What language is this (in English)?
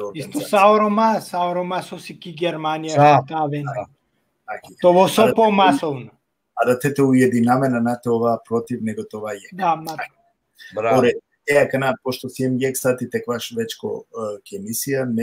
Balkan Romani